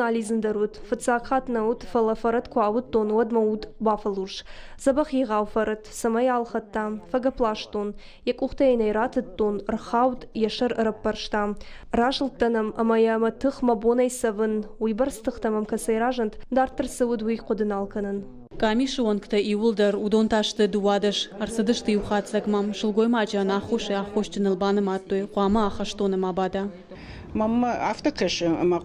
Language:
Ossetic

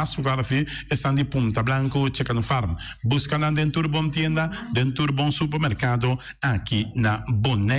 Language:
Papiamento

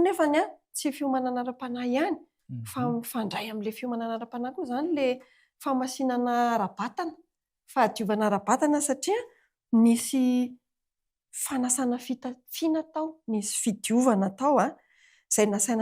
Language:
Malagasy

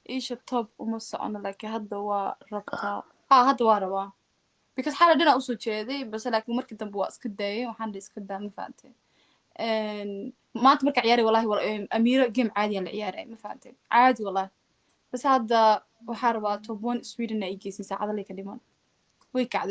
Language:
Somali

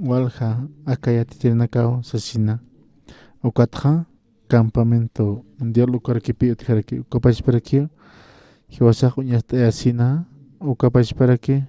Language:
Aymara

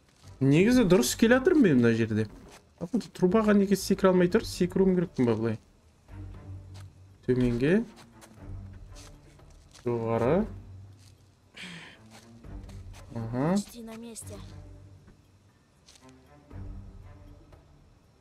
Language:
Kazakh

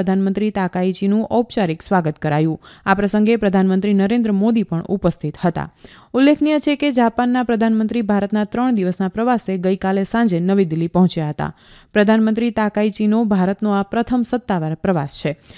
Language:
Gujarati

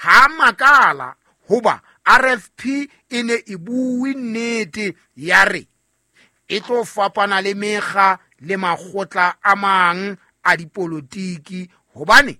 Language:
Southern Sotho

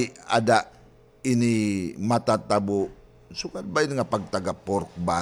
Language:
Waray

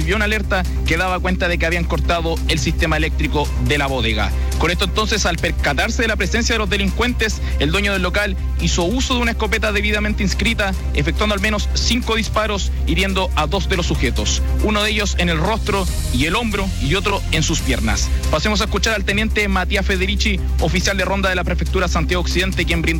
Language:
Spanish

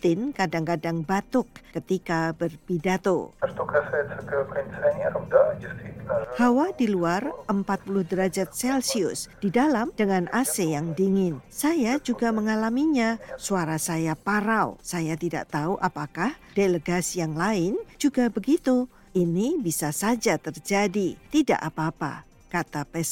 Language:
Indonesian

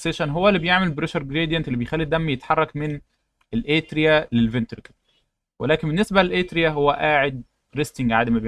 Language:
Egyptian Arabic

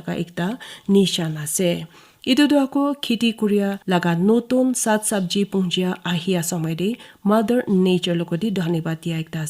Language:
Naga Pidgin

